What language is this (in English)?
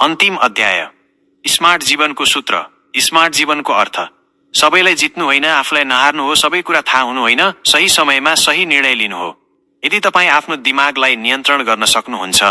Nepali